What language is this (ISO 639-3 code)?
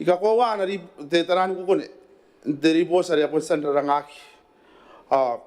gil